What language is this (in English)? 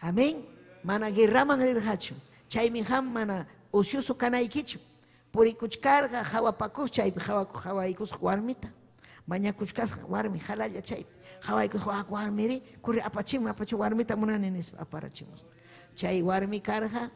Ayacucho Quechua